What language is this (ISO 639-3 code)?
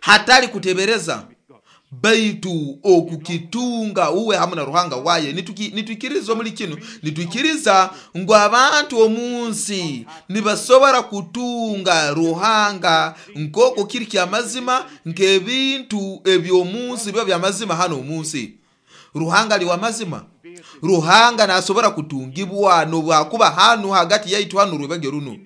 nyo